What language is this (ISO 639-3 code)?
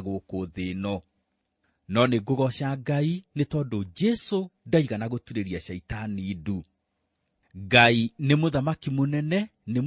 kik